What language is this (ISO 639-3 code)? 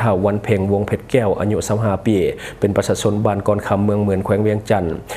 lao